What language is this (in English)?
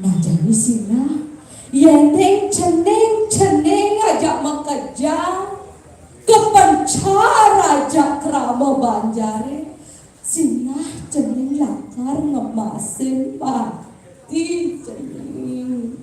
Balinese